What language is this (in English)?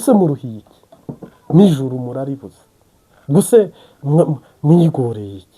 Kinyarwanda